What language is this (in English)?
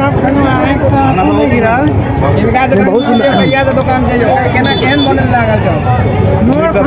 Maithili